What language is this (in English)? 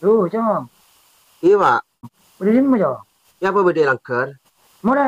Madurese